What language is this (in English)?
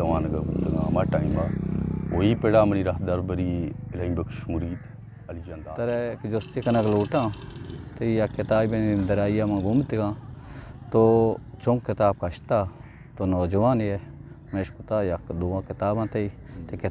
Eastern Balochi